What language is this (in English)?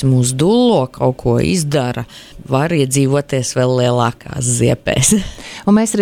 Latvian